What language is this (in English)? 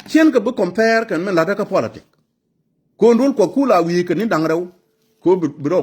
Nuer